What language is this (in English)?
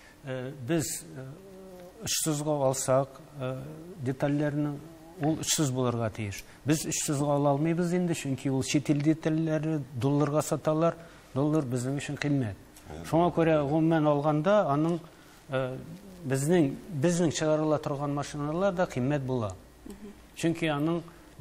Tatar